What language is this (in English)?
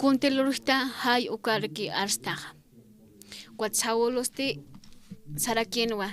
Aymara